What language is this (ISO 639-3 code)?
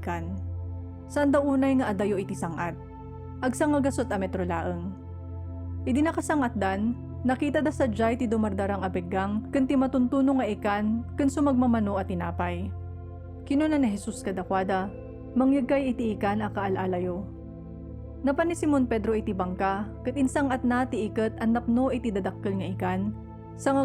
ilo